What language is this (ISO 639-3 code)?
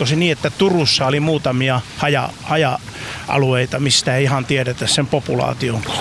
fin